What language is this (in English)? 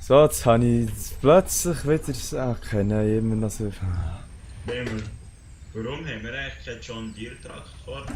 Swiss German